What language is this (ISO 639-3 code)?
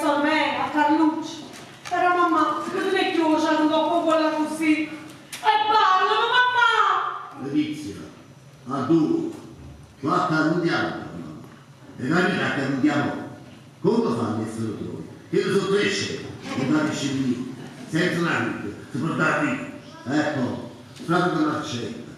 nap